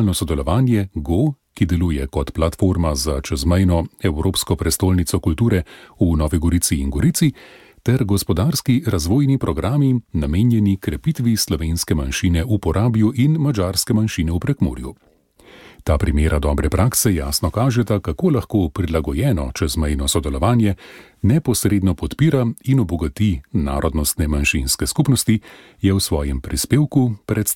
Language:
Slovenian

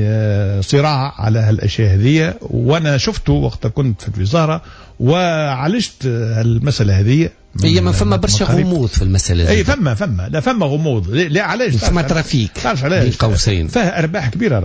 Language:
Tunisian Arabic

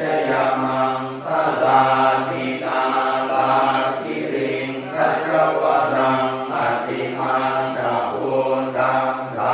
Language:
Pali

